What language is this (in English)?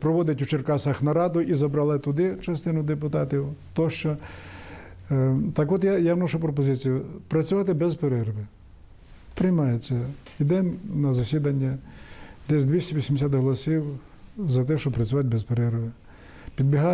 Ukrainian